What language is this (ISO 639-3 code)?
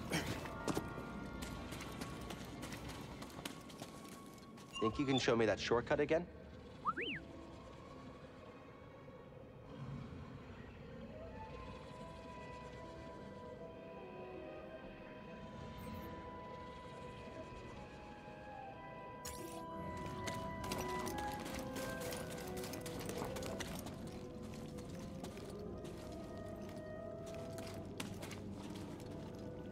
eng